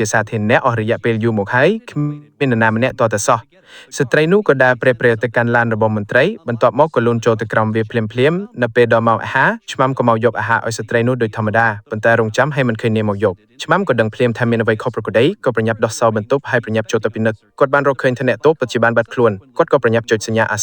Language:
Khmer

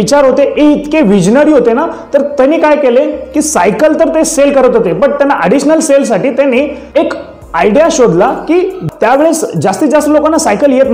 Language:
Marathi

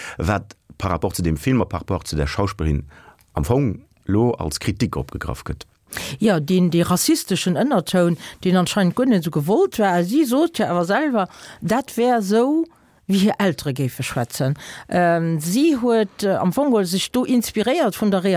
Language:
Luxembourgish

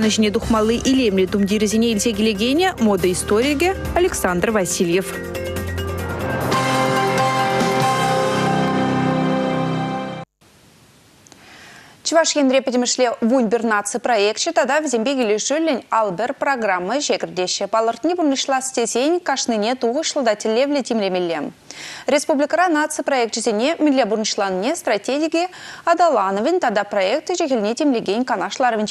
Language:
Chuvash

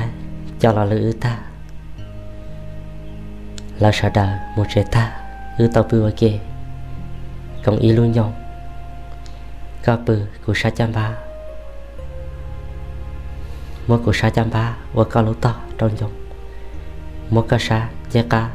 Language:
Vietnamese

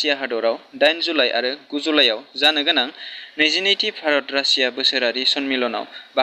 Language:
Bodo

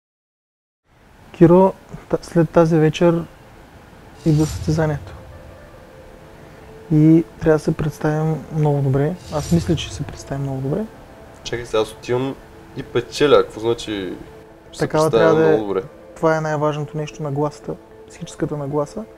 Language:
Bulgarian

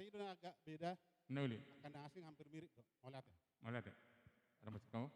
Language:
Batak Toba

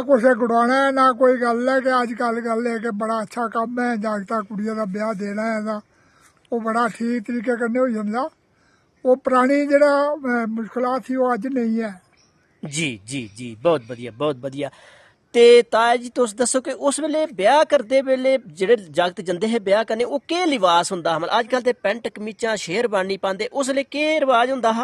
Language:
Dogri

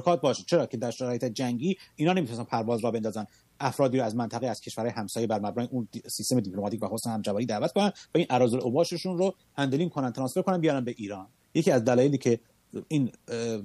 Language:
Persian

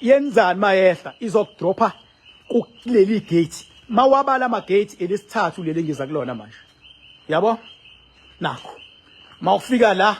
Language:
Zulu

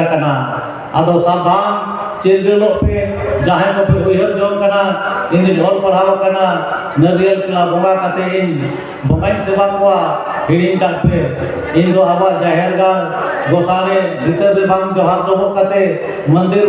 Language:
Santali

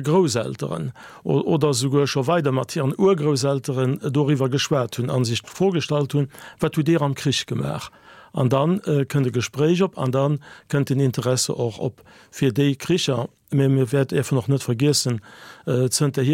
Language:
Luxembourgish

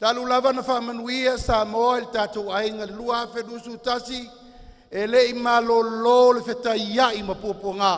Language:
Samoan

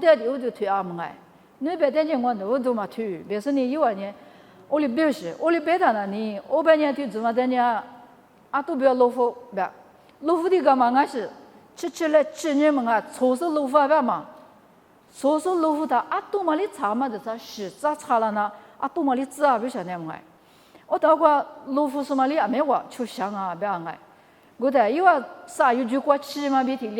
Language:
Lisu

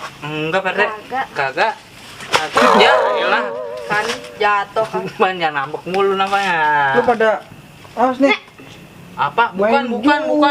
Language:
Betawi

